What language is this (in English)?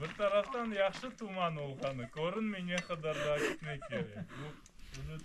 Crimean Tatar